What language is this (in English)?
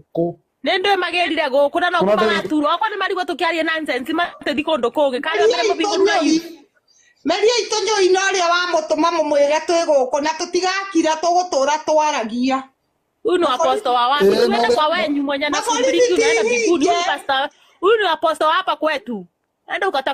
Kikuyu